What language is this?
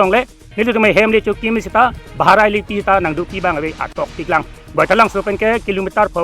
Karbi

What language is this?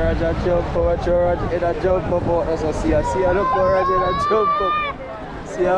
Jamaican Creole English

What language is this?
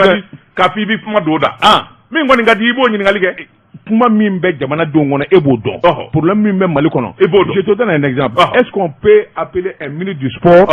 Bambara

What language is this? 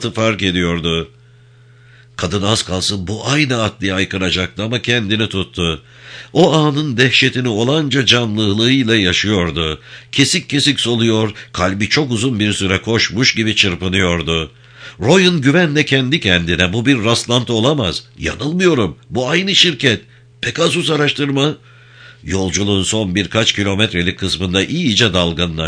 Turkish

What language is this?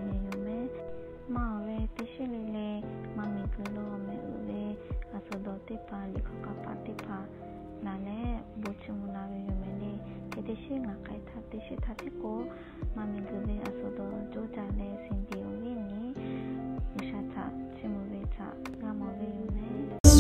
Lahu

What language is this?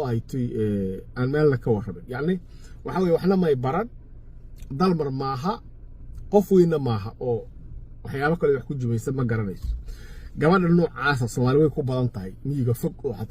Somali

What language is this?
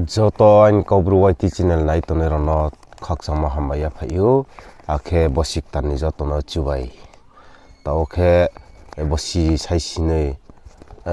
Riang (India)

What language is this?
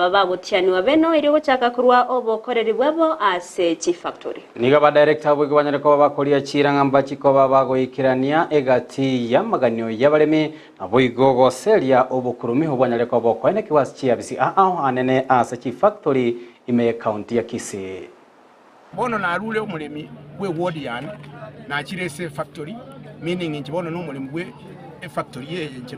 Gusii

